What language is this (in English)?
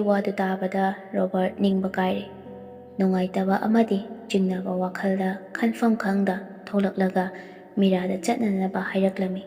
Manipuri